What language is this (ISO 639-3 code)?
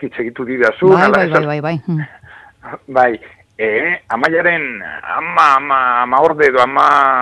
eus